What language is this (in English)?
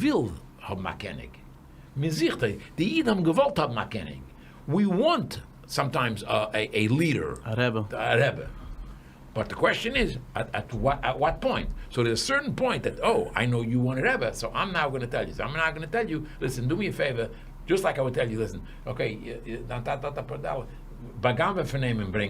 Yiddish